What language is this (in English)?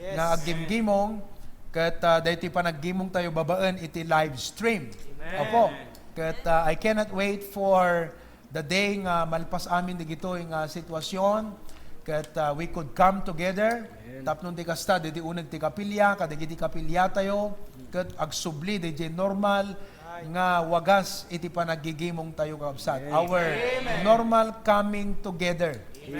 Iloko